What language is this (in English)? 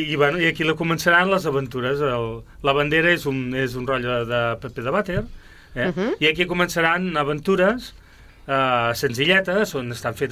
Catalan